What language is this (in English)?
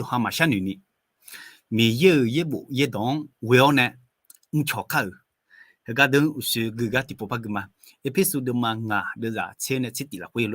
Akha